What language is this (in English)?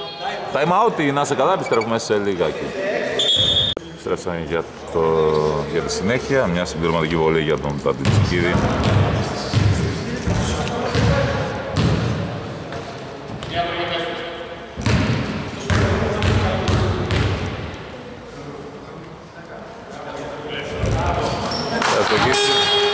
Greek